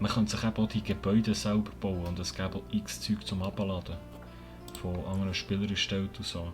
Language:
Swiss German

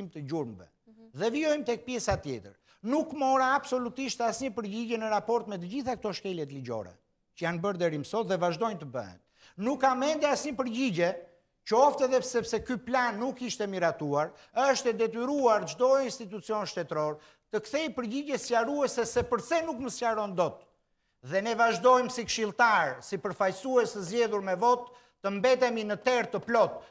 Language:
Albanian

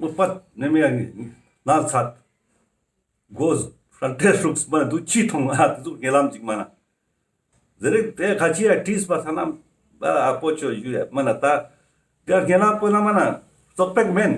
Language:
Ladakhi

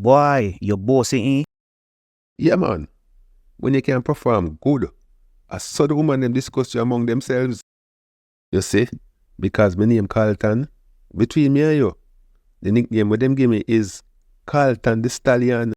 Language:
Jamaican Creole English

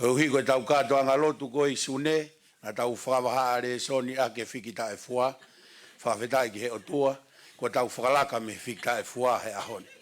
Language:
Tongan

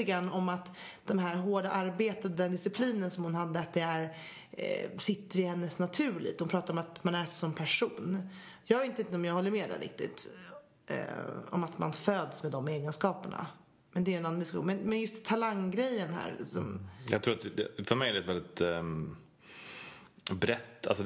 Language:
Swedish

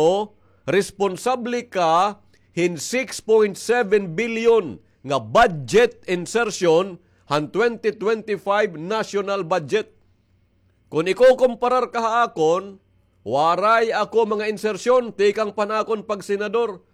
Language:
Waray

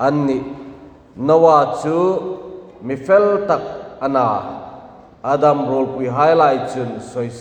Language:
Hmar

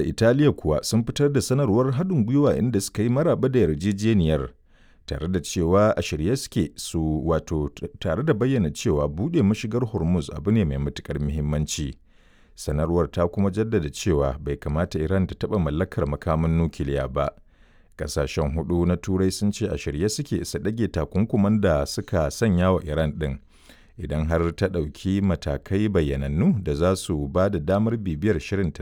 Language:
Hausa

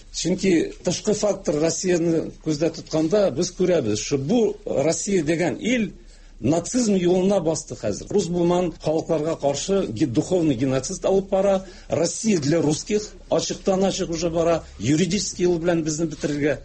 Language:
Tatar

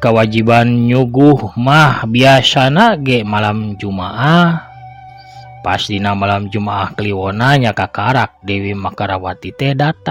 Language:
Sundanese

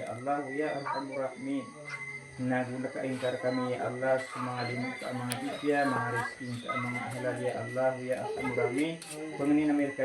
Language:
Maranao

